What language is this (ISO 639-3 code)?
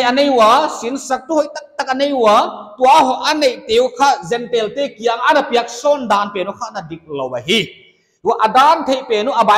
pck